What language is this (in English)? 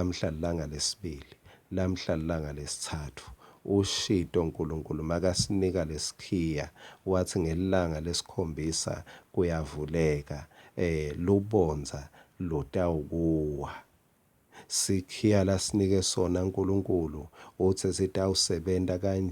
Swati